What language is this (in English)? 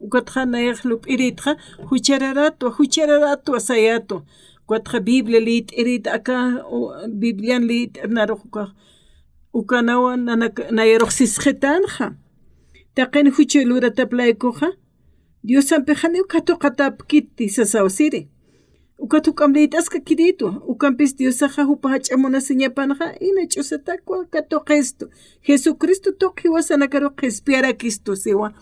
Aymara